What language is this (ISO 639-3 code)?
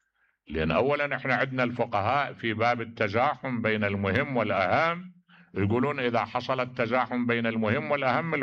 acm